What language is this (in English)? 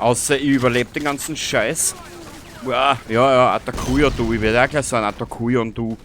Bavarian